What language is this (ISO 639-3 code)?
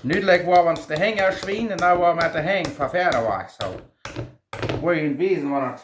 pdt